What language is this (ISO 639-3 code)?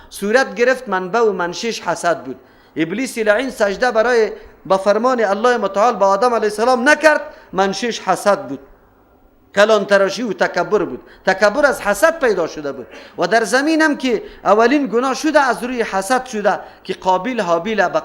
fas